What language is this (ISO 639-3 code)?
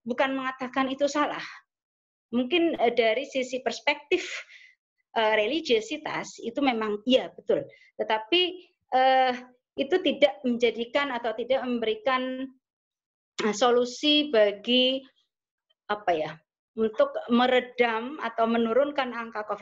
ind